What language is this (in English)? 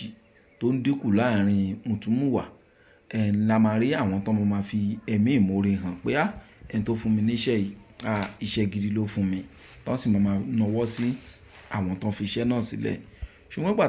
Yoruba